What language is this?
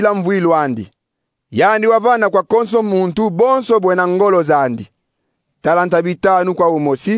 Kongo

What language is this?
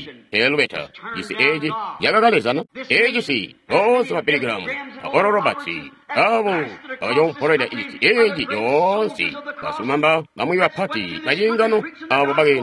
Tonga (Zambia)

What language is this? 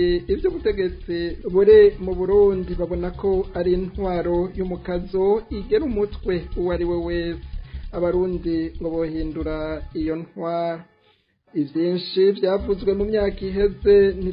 Rundi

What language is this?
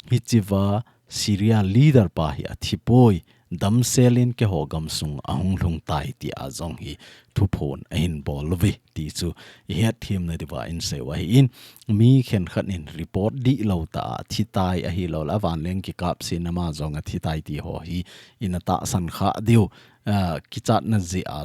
Thado Chin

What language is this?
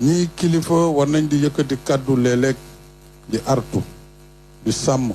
Wolof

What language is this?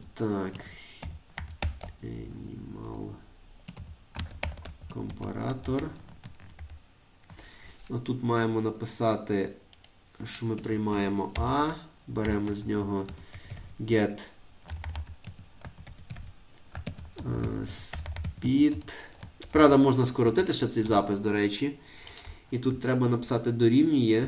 Ukrainian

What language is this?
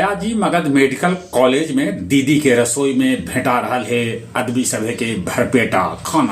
Magahi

